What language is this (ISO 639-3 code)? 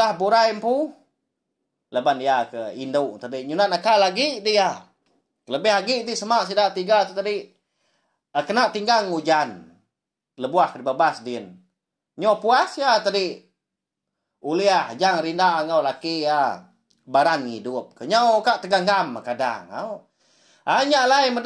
iba